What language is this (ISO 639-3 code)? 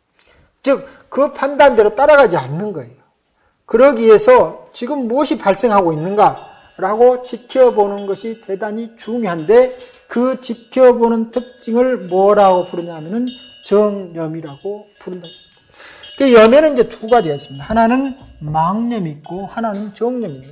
kor